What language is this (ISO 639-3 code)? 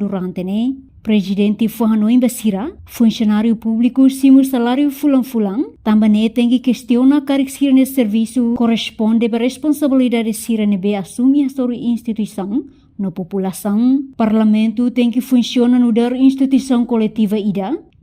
tet